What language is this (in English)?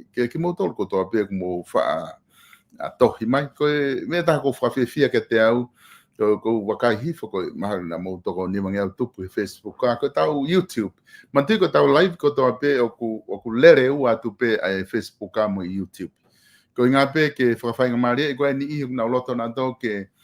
Tongan